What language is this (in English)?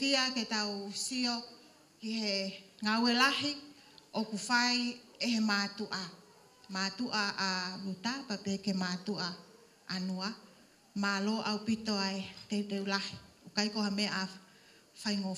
Tongan